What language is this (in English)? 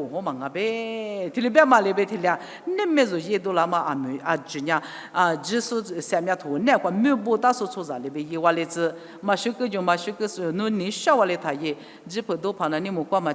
Lisu